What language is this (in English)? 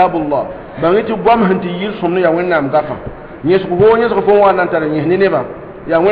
Mossi